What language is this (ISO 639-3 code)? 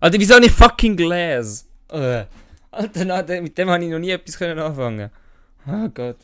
gsw